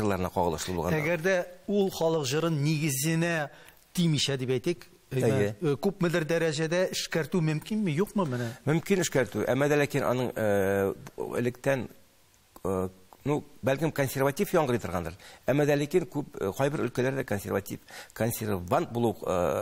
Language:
Tatar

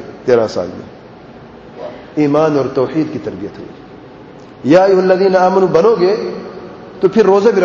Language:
Urdu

